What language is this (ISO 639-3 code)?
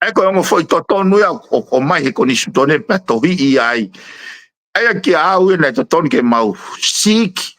ton